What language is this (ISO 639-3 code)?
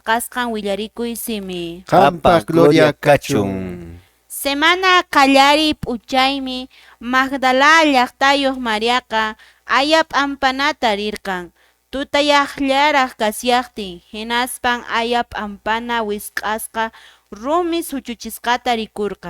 que